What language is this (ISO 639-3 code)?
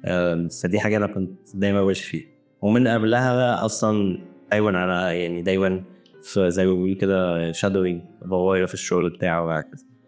arz